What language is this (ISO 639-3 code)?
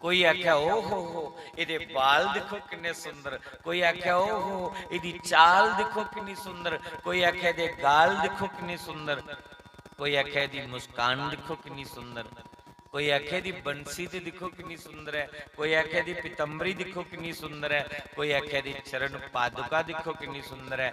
doi